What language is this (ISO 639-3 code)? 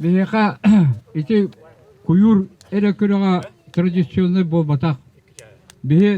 sah